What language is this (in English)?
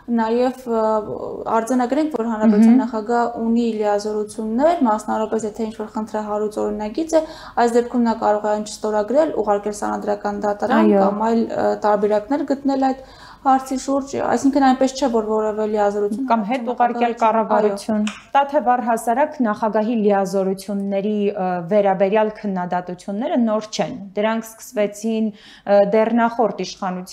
Armenian